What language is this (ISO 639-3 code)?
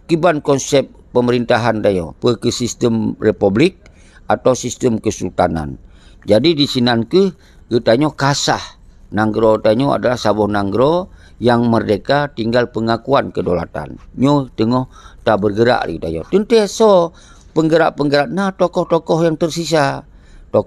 ace